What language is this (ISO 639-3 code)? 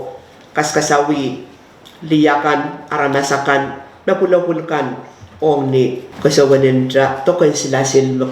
pon